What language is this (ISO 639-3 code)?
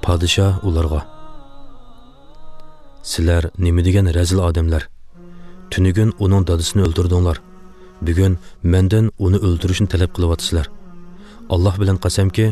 uig